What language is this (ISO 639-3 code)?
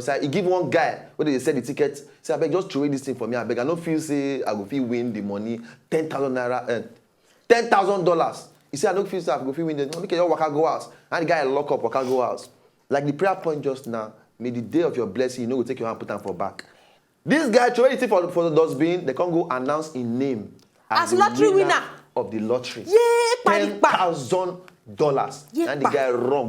pcm